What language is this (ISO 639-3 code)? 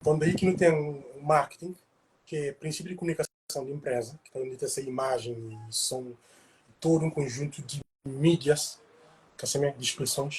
kea